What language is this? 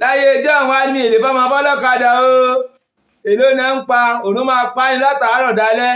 Yoruba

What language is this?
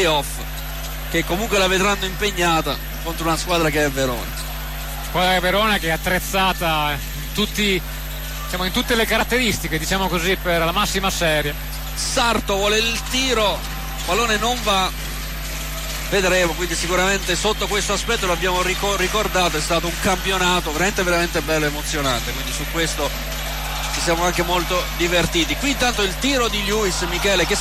Italian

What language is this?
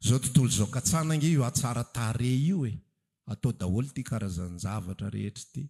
Malagasy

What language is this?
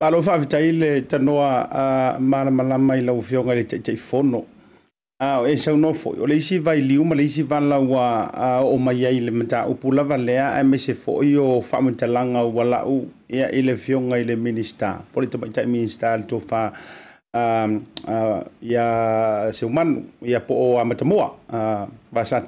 Samoan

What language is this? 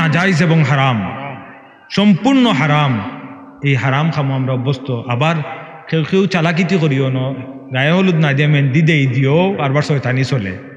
Sylheti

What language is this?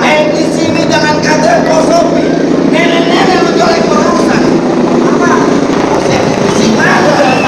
Betawi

